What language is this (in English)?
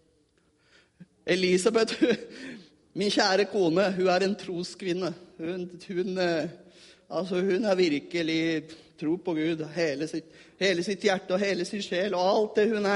Norwegian